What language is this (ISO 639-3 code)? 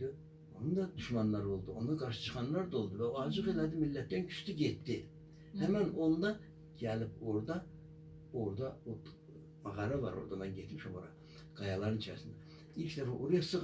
aze